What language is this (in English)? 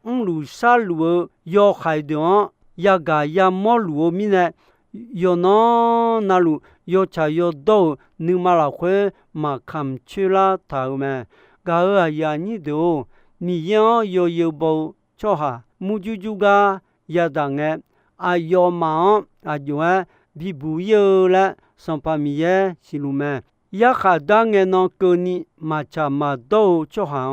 Akha